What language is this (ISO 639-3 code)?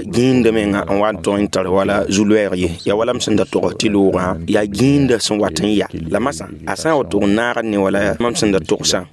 mos